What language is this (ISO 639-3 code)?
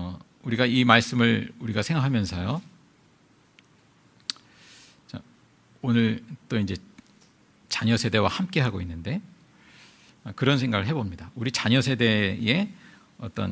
kor